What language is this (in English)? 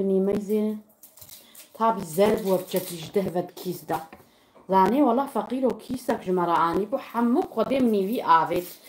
Kurdish